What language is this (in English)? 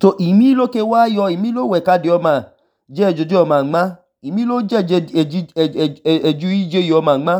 Idoma